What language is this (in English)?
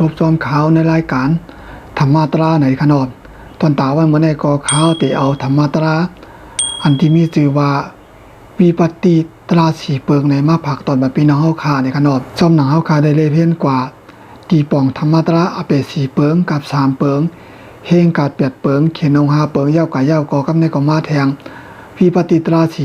Shan